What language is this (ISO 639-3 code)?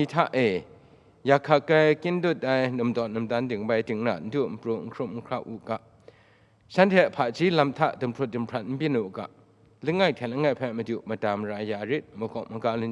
kac